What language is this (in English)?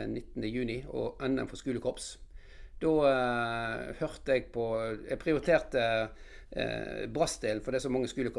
Norwegian